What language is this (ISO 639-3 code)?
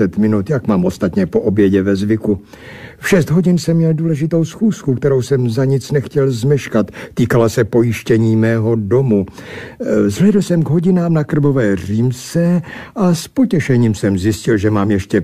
ces